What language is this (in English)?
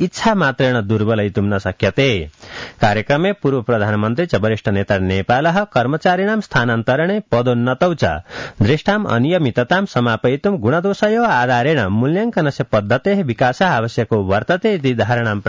Sanskrit